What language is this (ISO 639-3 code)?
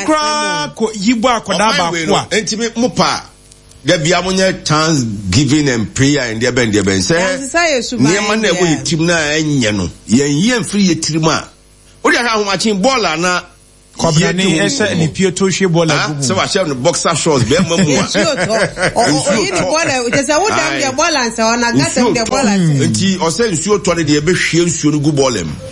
aka